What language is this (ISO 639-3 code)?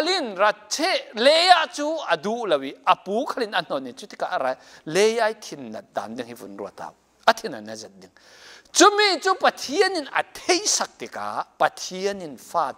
cfm